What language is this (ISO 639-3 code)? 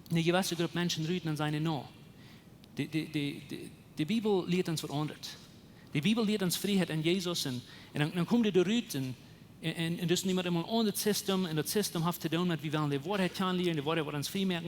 pdt